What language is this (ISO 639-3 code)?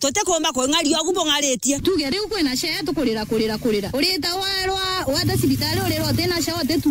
mer